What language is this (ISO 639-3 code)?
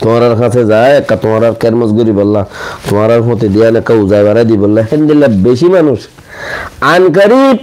rhg